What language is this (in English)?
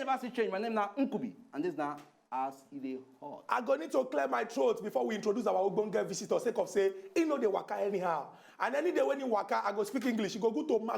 Nigerian Pidgin